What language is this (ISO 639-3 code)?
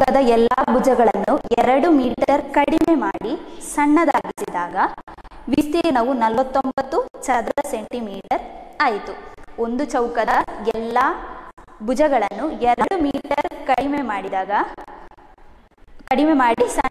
kan